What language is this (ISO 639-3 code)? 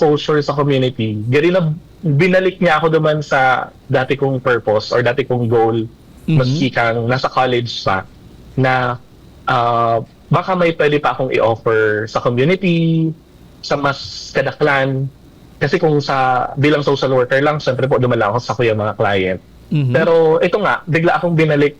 bik